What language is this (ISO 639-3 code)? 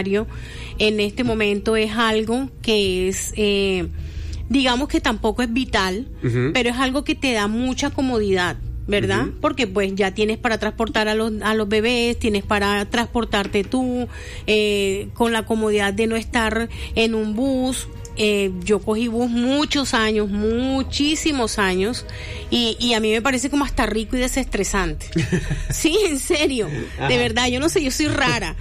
spa